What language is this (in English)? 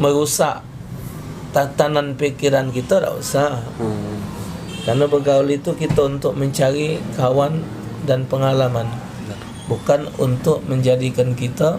Musi